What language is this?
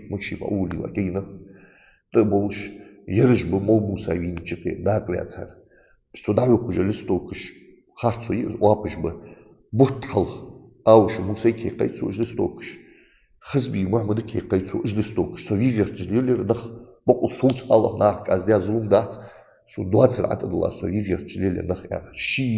Ingush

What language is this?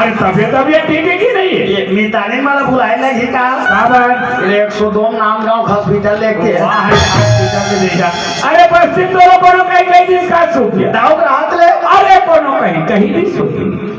Chhattisgarhi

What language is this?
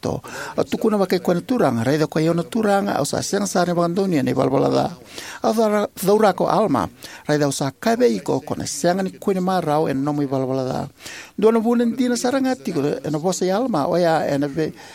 Fijian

